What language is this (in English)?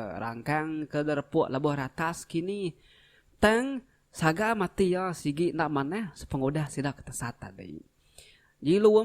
Iban